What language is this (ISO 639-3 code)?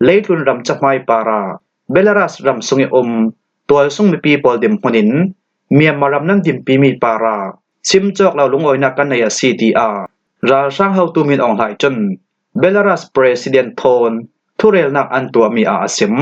cfm